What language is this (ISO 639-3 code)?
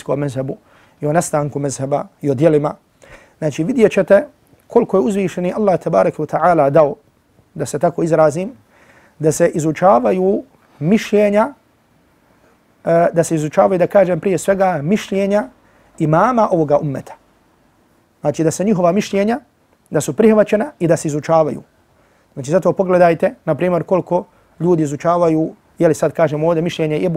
bos